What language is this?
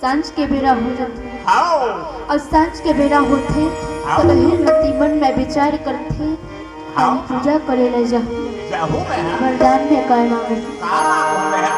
Chhattisgarhi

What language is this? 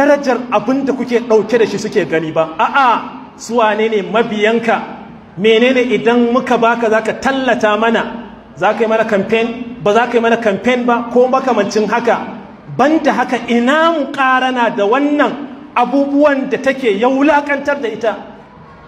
Hausa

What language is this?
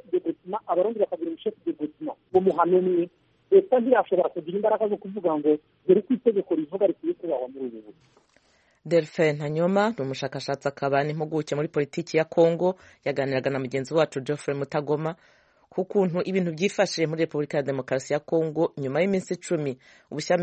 Kinyarwanda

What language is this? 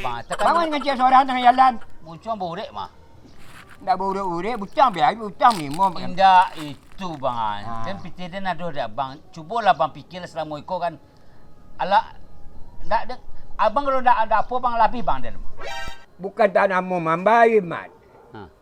Minangkabau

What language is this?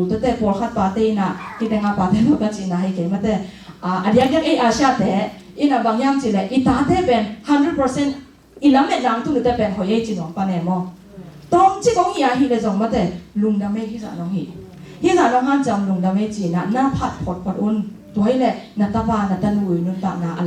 Tedim Chin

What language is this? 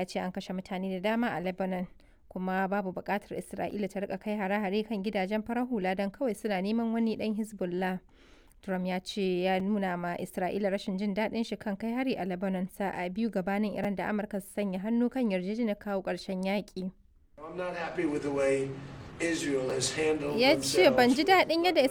Hausa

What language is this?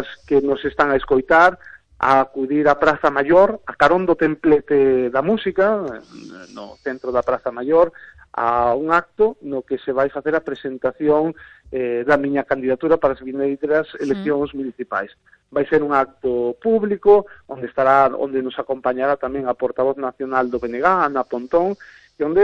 Galician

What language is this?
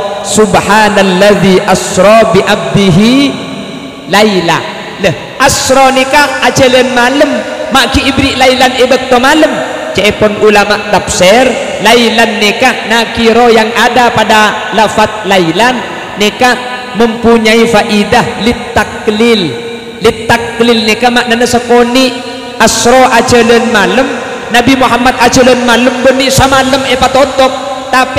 Madurese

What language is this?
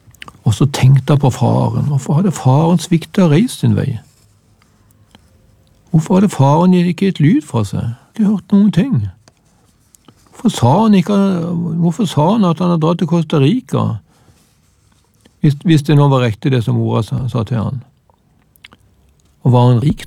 Norwegian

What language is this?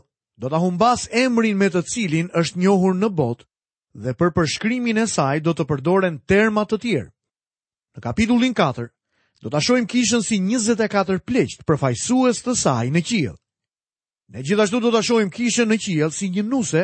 Albanian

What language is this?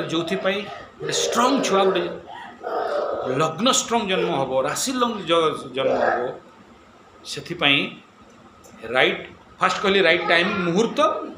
Odia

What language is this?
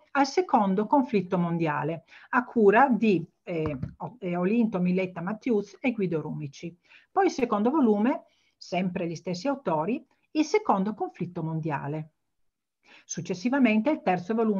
Italian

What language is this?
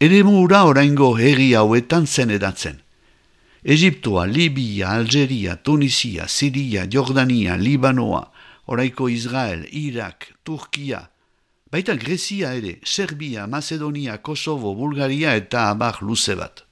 Basque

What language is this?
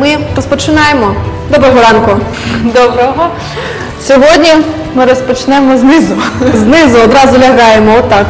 Ukrainian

